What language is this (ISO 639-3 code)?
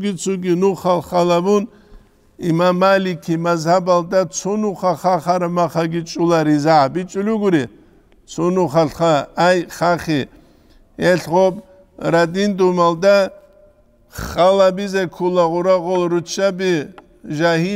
ava